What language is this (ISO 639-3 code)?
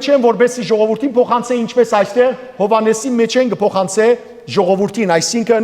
hyw